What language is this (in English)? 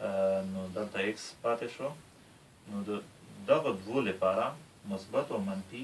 Pashto